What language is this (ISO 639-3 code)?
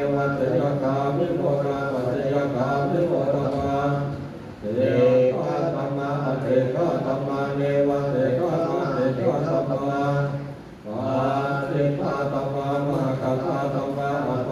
pli